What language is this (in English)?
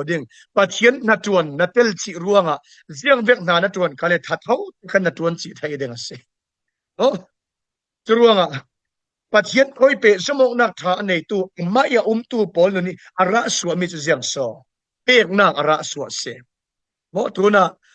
Falam Chin